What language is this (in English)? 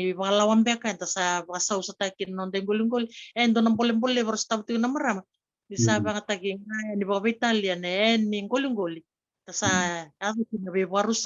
Fijian